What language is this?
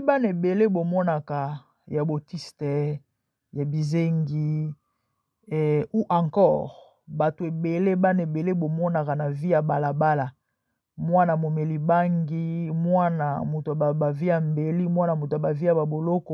Lingala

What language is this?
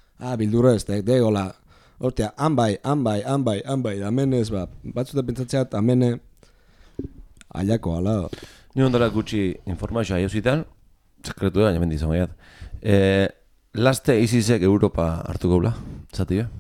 Basque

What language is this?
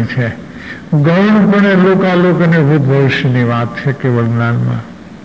Gujarati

